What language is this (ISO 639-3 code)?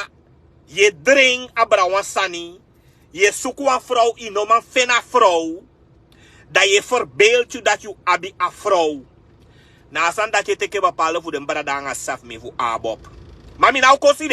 srn